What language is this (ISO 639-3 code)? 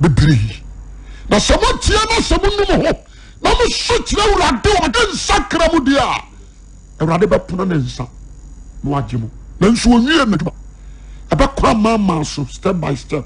aka